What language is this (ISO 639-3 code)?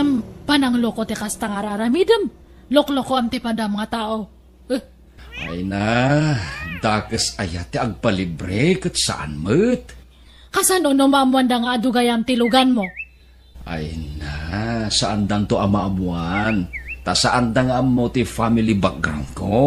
ilo